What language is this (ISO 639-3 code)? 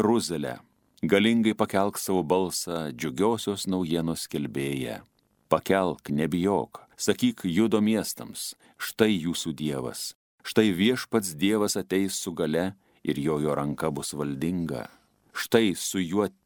lit